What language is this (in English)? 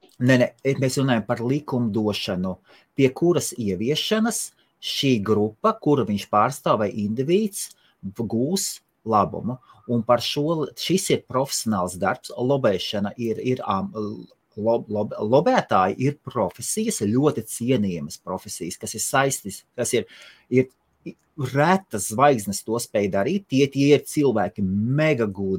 Latvian